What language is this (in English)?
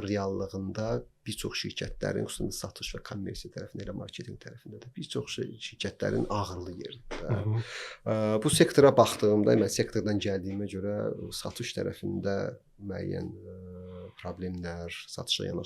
Azerbaijani